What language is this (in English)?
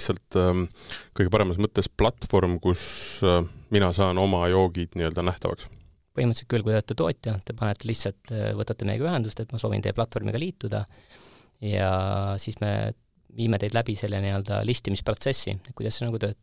Estonian